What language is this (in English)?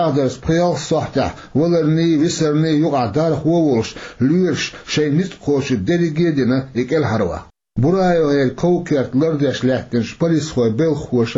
Chechen